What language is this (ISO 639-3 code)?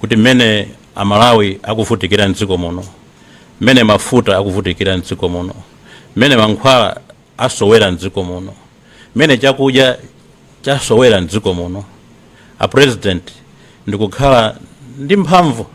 nya